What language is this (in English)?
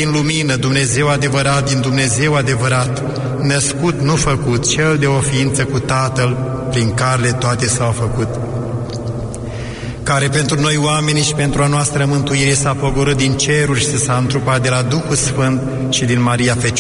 Romanian